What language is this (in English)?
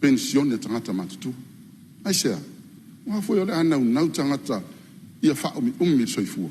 Samoan